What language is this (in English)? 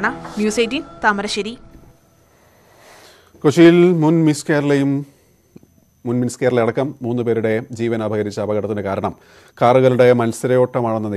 Malayalam